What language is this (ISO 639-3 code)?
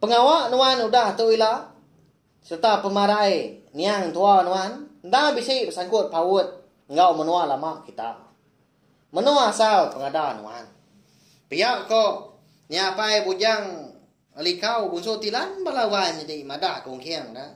iba